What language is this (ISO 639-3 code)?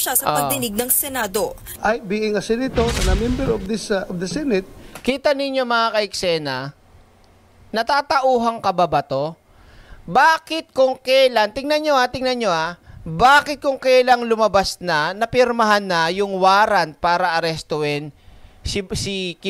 fil